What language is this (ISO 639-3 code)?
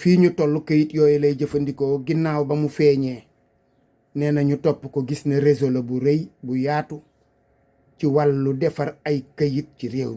wol